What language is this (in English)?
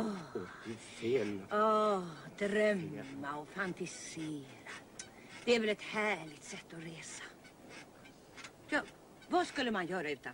Swedish